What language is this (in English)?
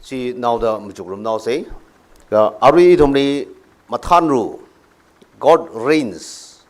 Tangkhul Naga (India)